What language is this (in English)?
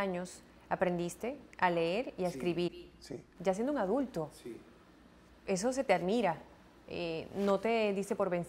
Spanish